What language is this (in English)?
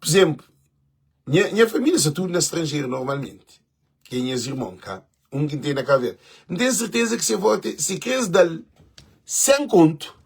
Kabuverdianu